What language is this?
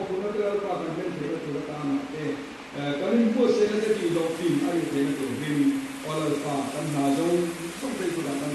Mizo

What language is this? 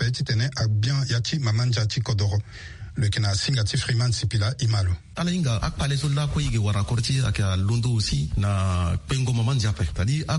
Sango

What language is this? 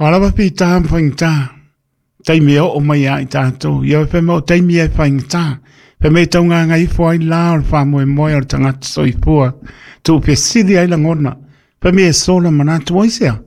Samoan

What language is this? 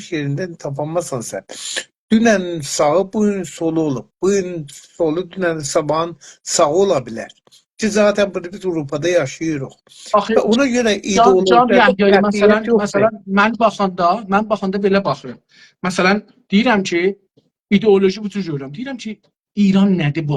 South Azerbaijani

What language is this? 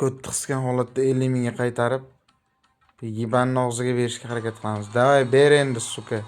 Uzbek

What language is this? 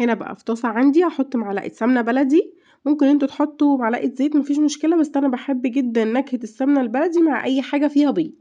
Egyptian Arabic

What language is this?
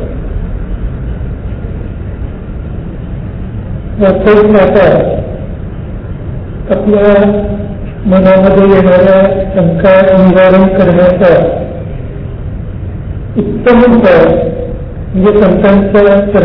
Marathi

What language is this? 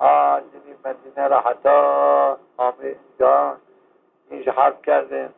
Zaza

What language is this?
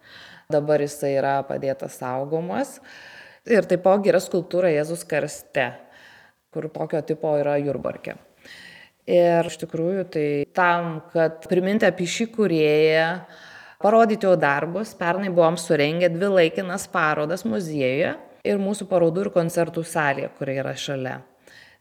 Lithuanian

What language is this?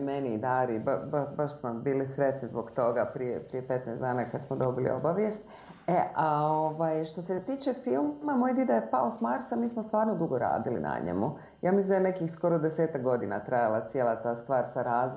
Bosnian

